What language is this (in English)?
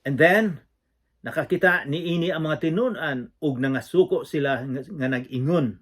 Cebuano